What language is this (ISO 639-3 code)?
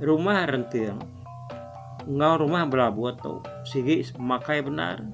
iba